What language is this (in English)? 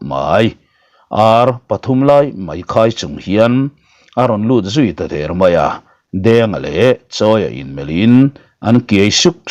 Mizo